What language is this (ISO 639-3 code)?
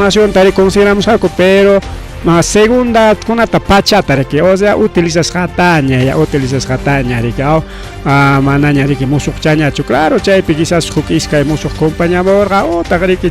quy